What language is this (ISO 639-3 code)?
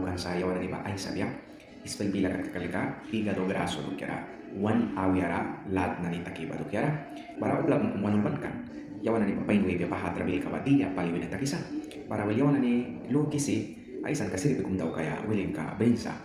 miq